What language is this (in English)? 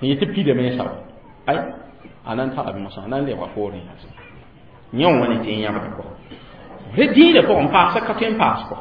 Mossi